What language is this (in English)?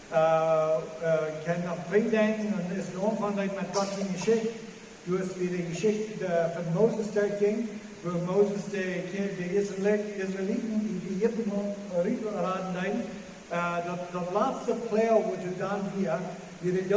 Plautdietsch